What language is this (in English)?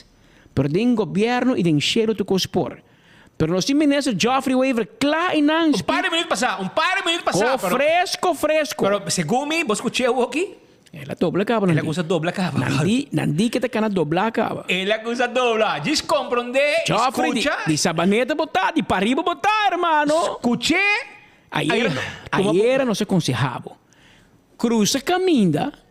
Papiamento